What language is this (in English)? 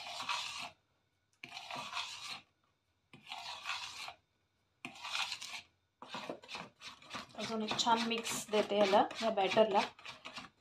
Marathi